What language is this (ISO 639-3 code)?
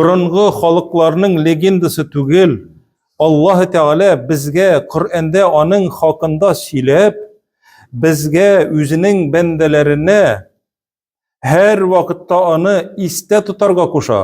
tat